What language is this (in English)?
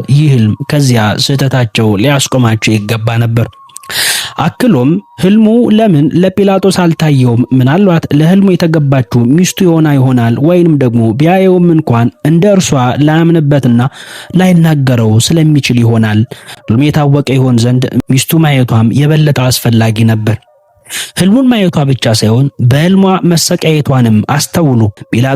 Amharic